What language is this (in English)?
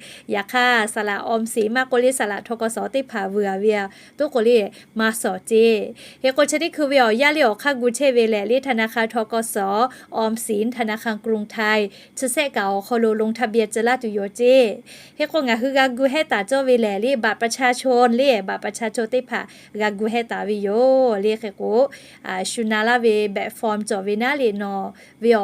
Lahu